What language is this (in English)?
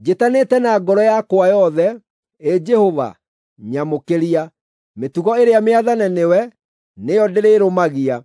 Kikuyu